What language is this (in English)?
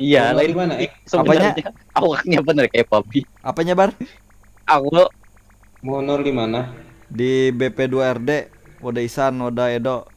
Banjar